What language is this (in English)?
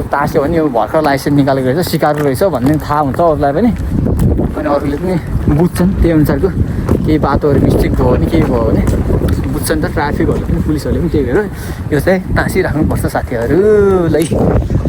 Nepali